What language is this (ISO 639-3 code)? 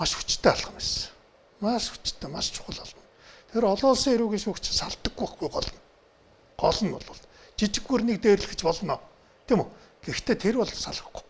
mon